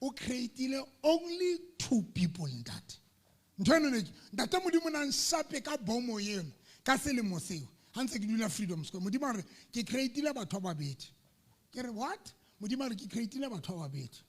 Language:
Southern Sotho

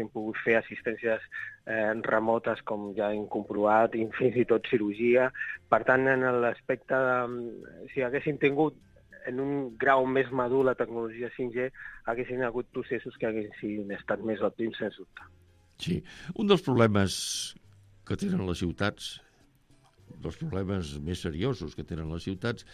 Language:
Catalan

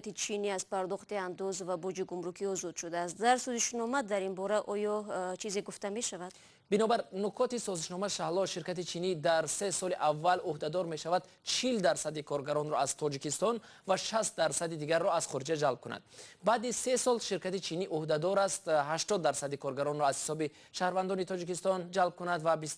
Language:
Tajik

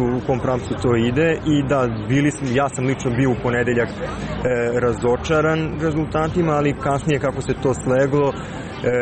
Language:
Serbian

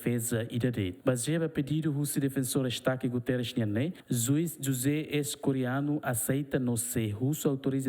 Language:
Tetum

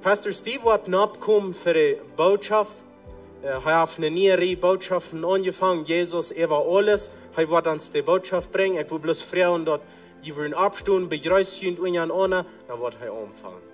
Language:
Plautdietsch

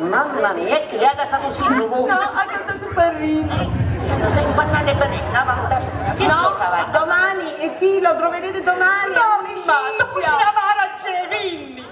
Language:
Sicilian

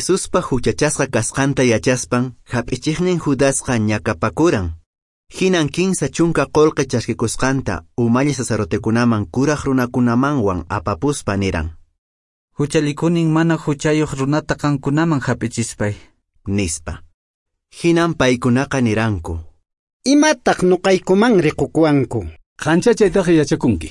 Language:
Quechua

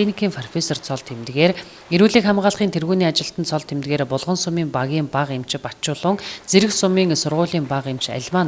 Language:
Mongolian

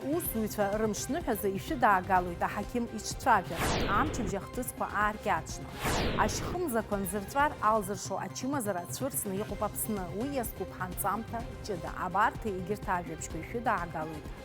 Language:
Abkhazian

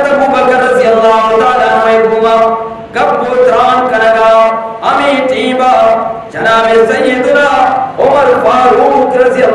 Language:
Eastern Balochi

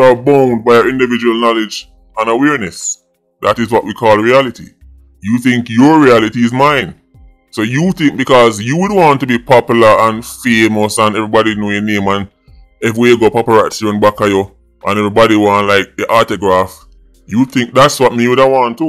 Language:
Jamaican Creole English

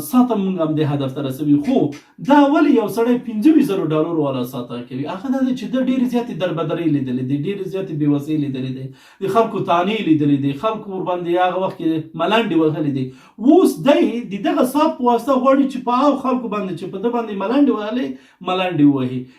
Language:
Pashto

